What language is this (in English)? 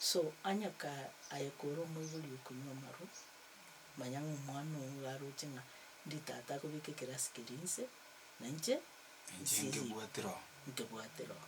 Gusii